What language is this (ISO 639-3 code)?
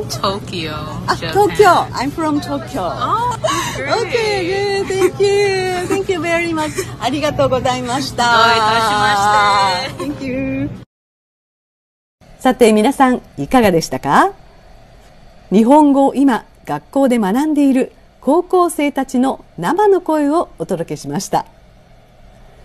jpn